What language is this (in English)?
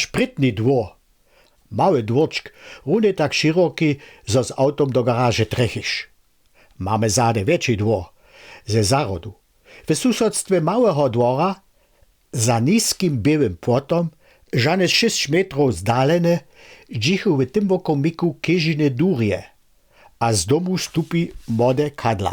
Upper Sorbian